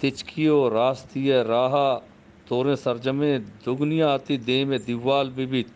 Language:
Eastern Balochi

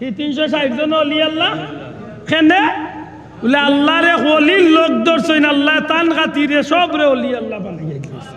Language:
Sylheti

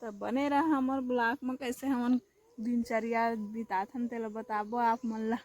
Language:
Chhattisgarhi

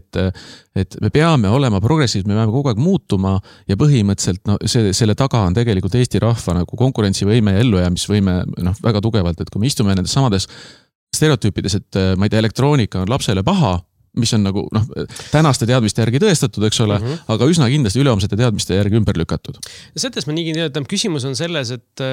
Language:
Estonian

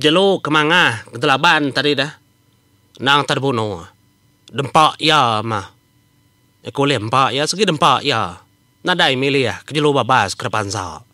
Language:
Iban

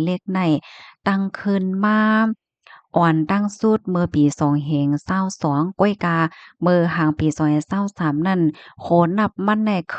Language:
Shan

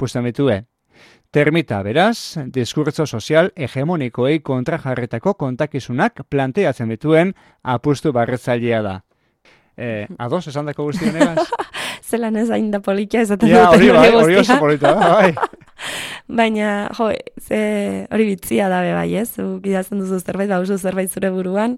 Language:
Basque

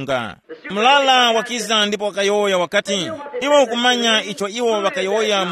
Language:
Tumbuka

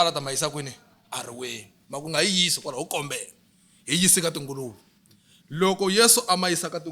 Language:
Tsonga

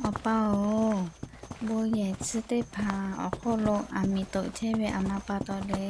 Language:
Lahu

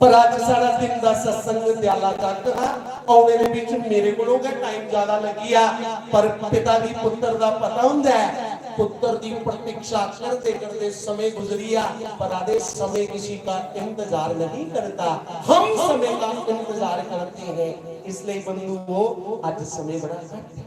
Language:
Dogri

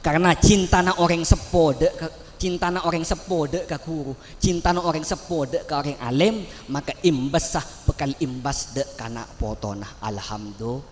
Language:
Madurese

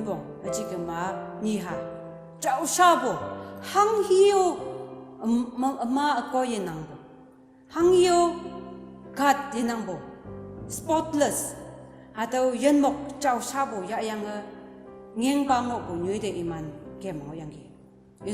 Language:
Konyak Naga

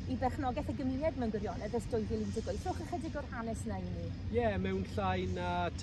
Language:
Welsh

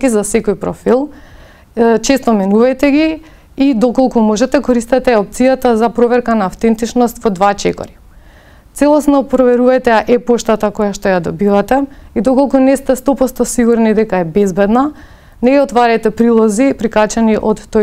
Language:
Macedonian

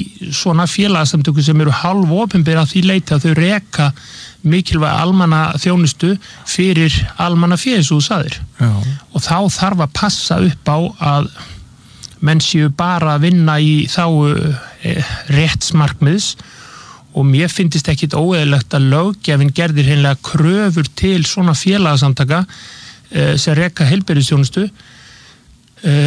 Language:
Icelandic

